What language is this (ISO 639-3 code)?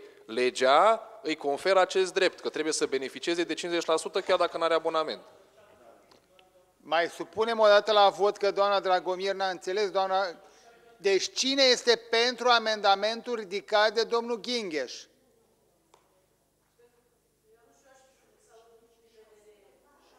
ron